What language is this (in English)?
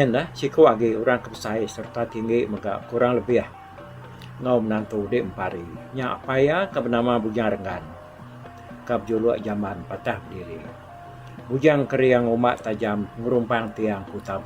Iban